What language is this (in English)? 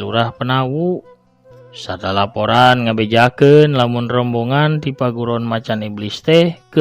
Sundanese